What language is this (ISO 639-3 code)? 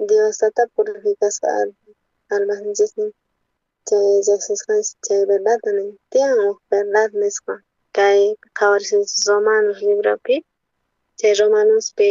quh